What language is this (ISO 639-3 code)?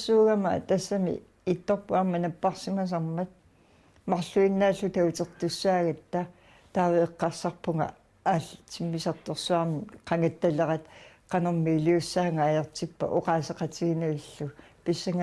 kal